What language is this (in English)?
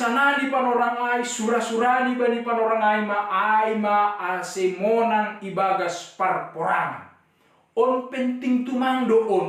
Batak Simalungun